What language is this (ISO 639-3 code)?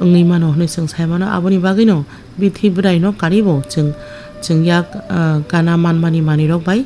trp